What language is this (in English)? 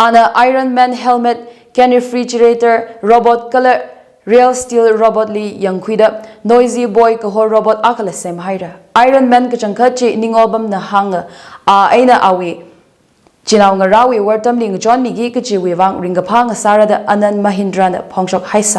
Tangkhul Naga (India)